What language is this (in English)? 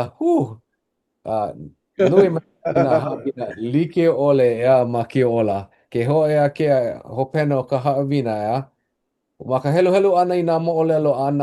Hawaiian